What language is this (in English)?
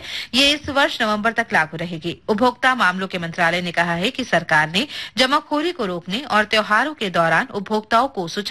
Hindi